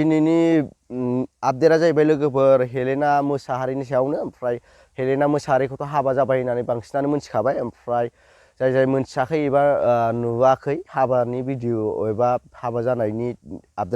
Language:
Bodo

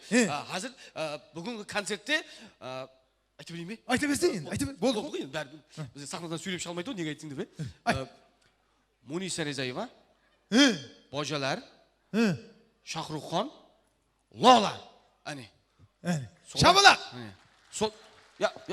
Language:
Kara-Kalpak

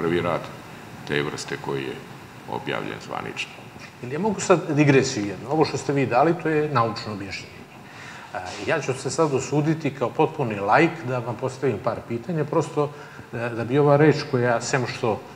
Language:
Serbian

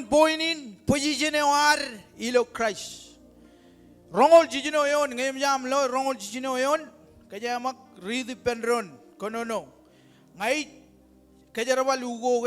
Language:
Marshallese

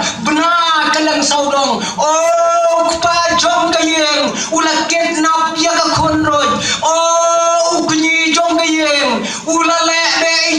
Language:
Khasi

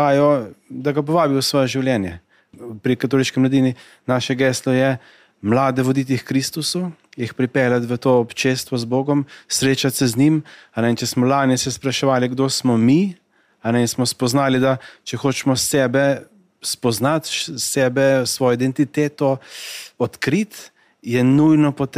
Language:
Slovenian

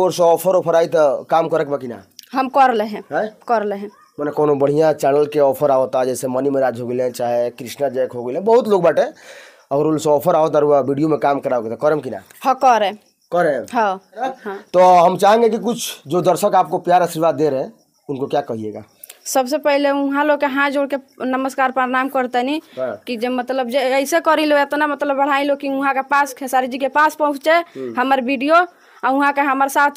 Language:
Bhojpuri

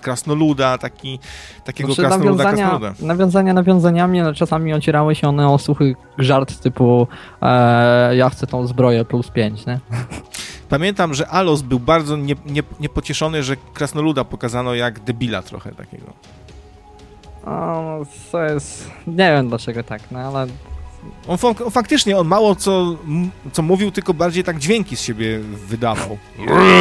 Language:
Polish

